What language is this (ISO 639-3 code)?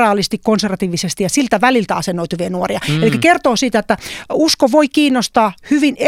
fin